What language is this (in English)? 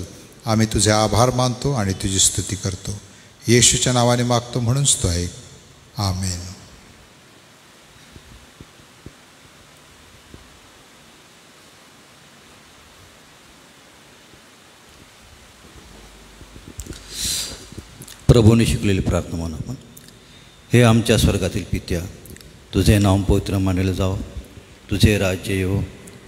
Marathi